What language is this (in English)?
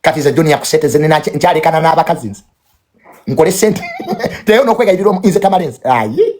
Ganda